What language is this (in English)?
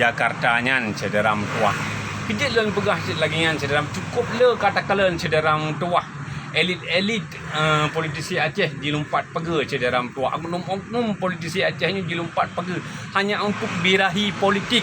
Achinese